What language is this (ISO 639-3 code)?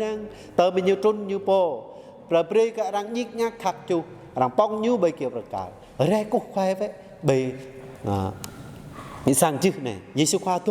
jra